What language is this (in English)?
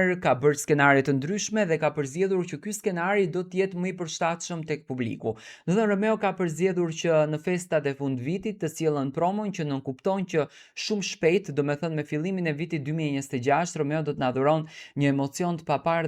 Albanian